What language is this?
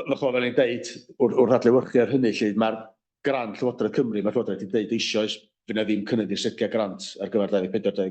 Welsh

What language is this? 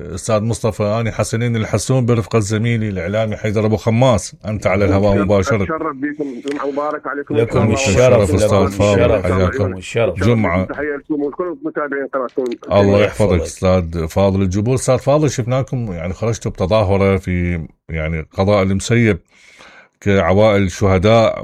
Mesopotamian Arabic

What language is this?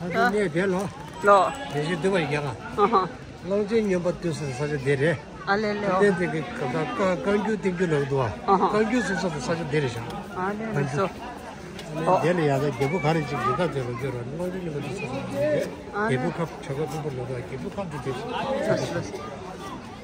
Tibetan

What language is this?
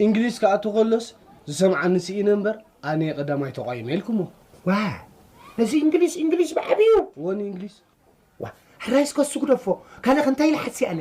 Tigrinya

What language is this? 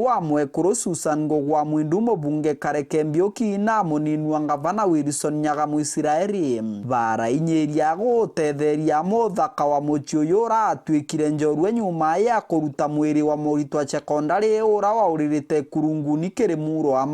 Meru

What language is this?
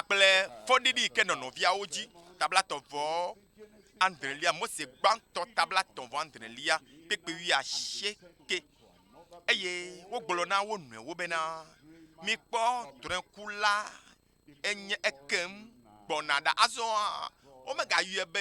Ewe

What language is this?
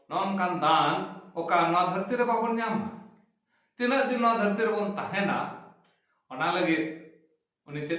Santali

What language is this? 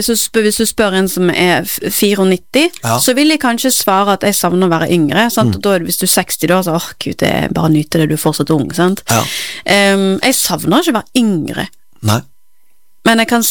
Norwegian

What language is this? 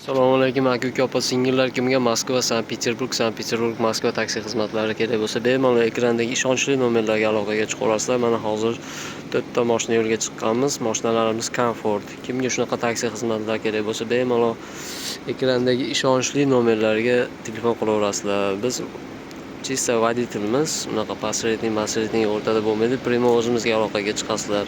Uzbek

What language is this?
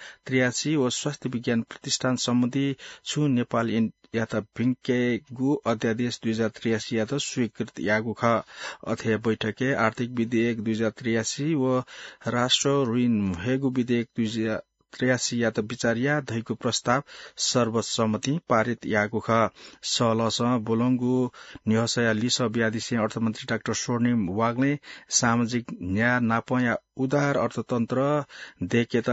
Newari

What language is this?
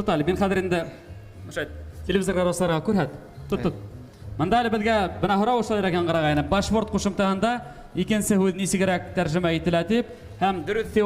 Bashkir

